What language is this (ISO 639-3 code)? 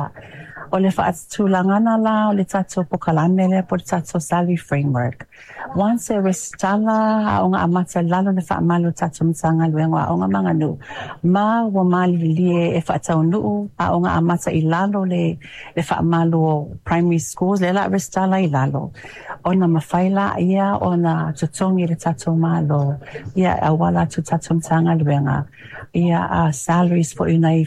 smo